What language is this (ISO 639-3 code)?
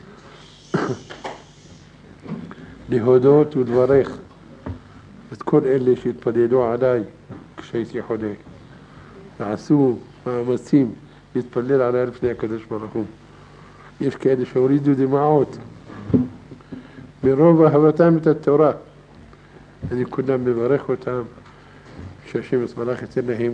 heb